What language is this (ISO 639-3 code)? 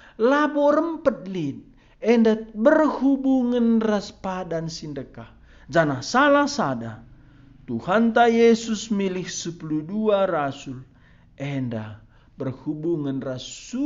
btx